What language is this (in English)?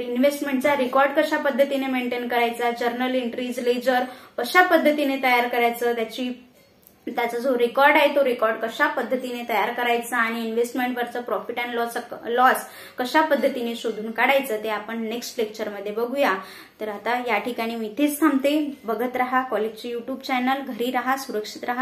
Marathi